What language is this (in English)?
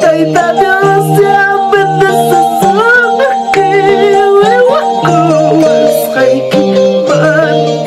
Ayacucho Quechua